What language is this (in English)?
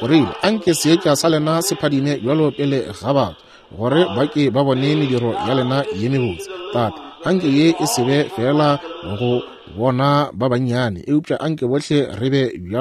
Northern Sotho